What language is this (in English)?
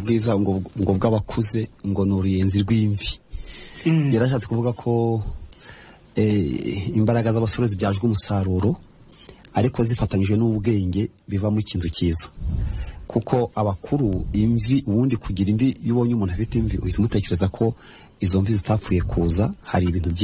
Kinyarwanda